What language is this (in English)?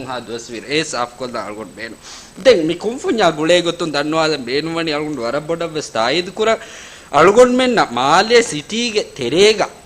Divehi